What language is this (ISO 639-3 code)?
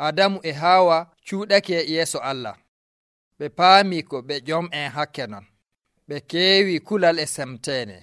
fuv